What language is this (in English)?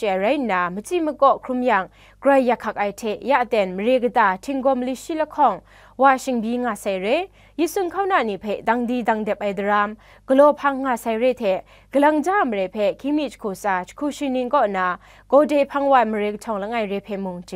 Kachin